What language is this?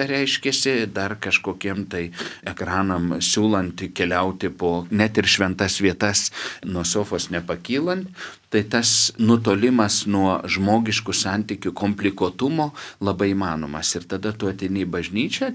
Lithuanian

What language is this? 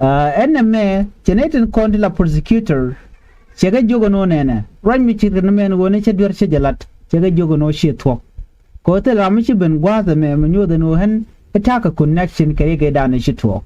Nuer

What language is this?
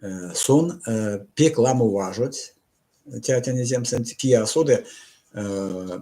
Erzya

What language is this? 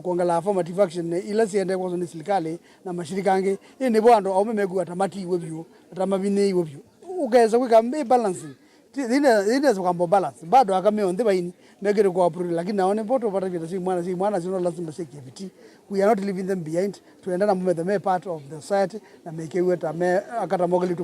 Kamba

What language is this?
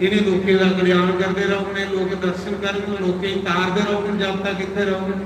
Dogri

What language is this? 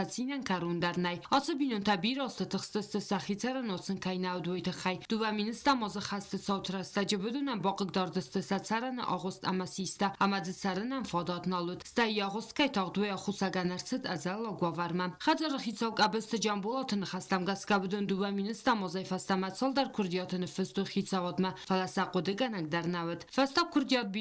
Ossetic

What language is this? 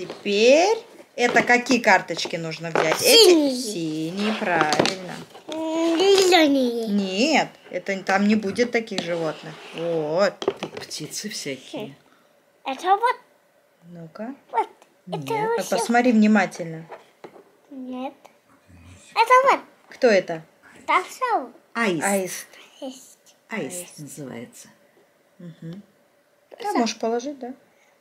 Russian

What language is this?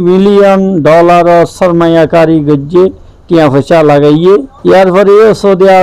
Rohingya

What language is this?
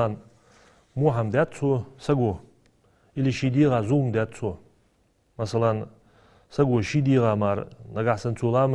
Ingush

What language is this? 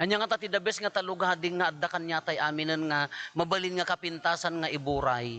Iloko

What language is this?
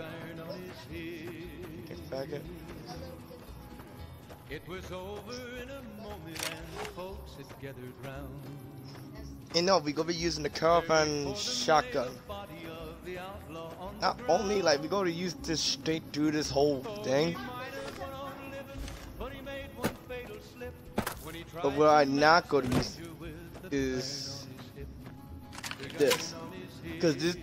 English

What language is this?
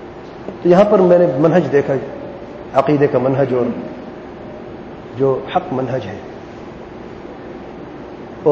Urdu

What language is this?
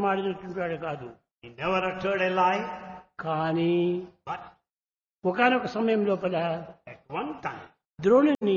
Telugu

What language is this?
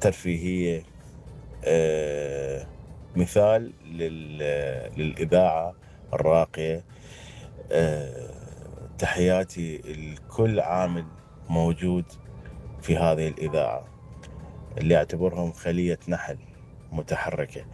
Mesopotamian Arabic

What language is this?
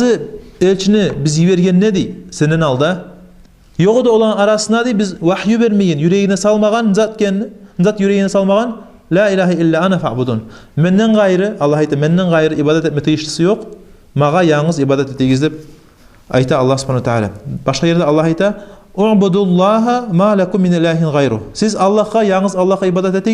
Kumyk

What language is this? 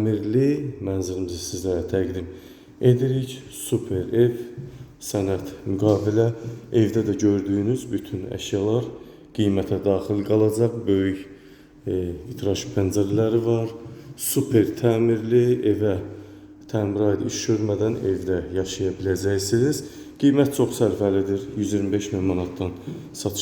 Azerbaijani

